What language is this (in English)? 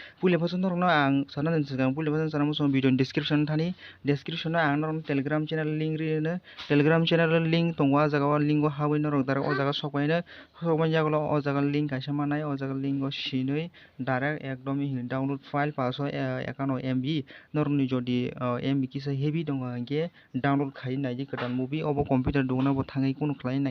Kok Borok